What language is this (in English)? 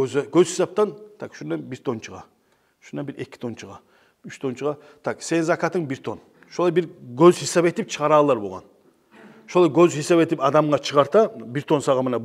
Kumyk